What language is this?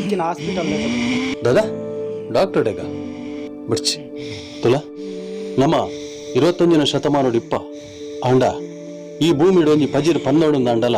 Tulu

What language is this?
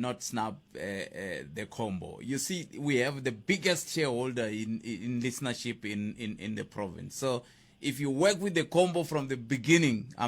Tsonga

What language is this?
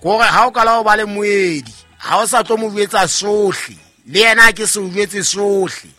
Southern Sotho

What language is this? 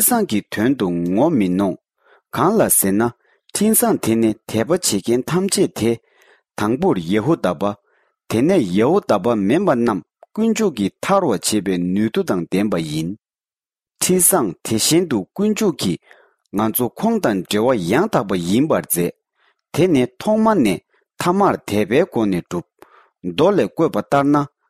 Tibetan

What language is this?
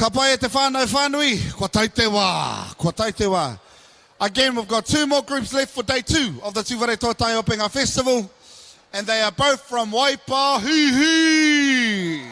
Māori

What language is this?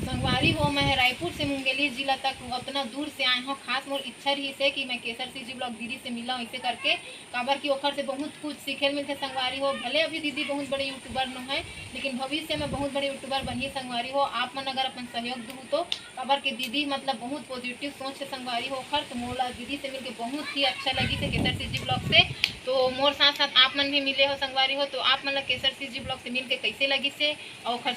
Chhattisgarhi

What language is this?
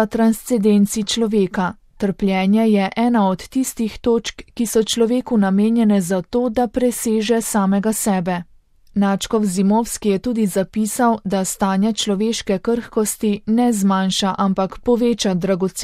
Slovenian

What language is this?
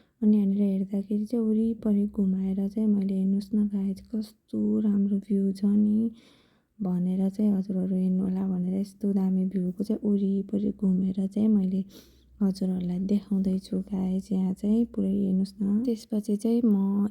Nepali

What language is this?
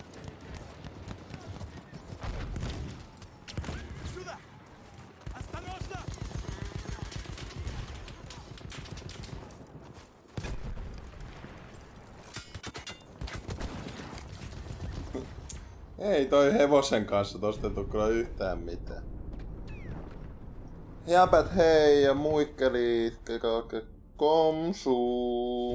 Finnish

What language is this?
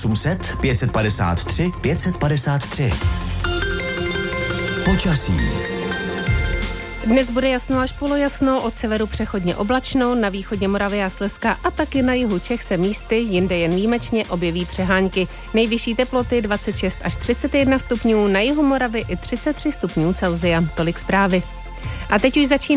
Czech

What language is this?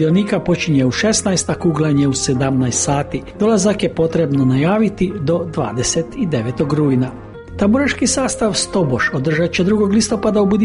Croatian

